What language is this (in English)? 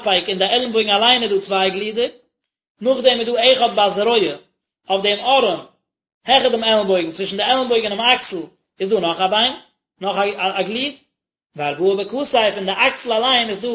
Yiddish